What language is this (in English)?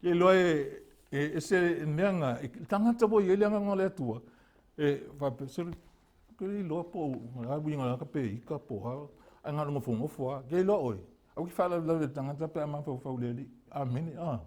Samoan